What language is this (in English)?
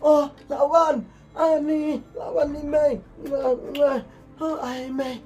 Khasi